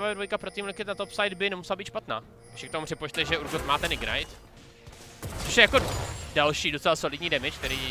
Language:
Czech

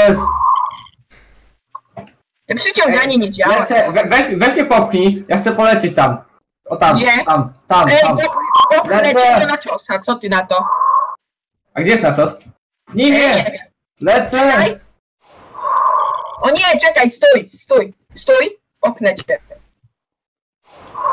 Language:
Polish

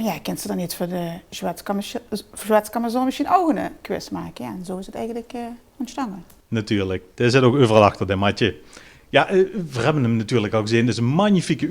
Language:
Limburgish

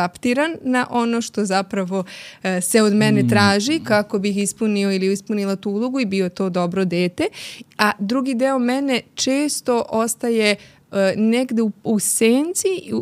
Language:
Serbian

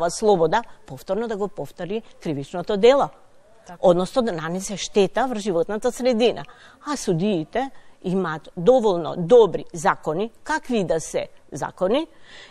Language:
Macedonian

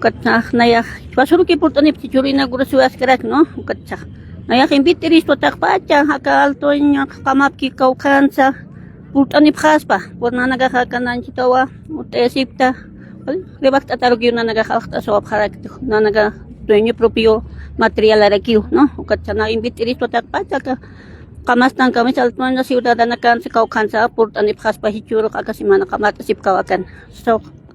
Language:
Aymara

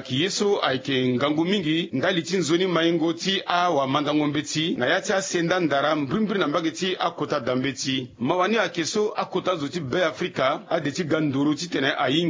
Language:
Sango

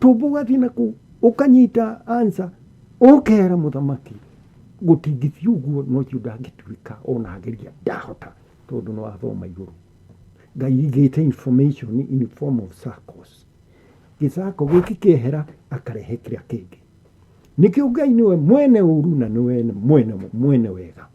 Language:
Kikuyu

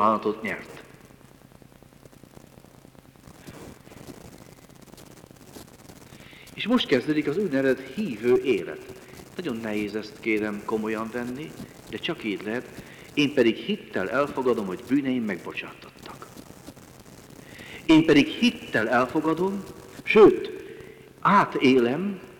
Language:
Hungarian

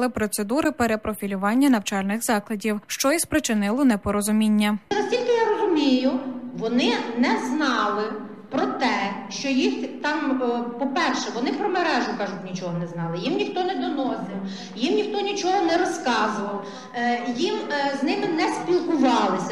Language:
Ukrainian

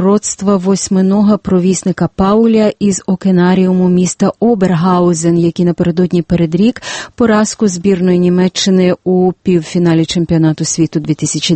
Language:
Ukrainian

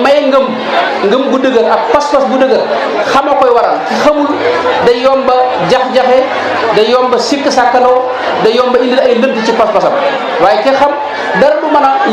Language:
Wolof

